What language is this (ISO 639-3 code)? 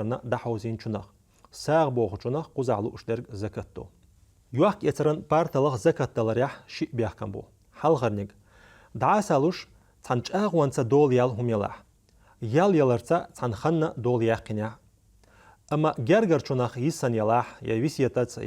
che